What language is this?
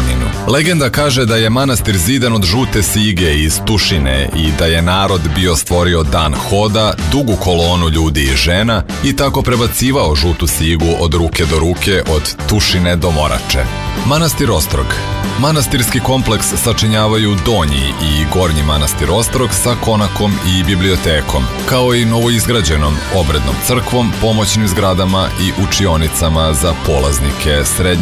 Serbian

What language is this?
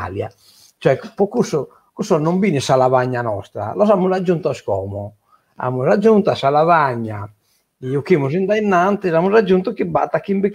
Sardinian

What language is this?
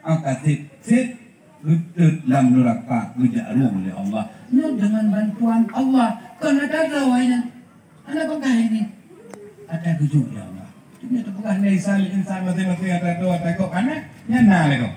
Achinese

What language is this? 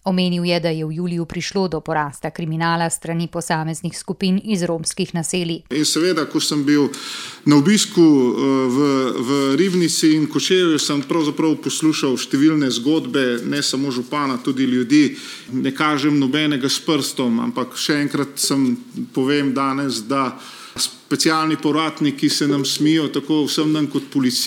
Slovenian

